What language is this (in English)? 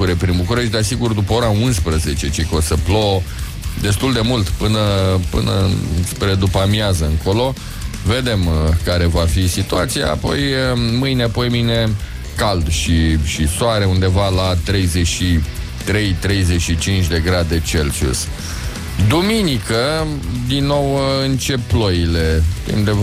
Romanian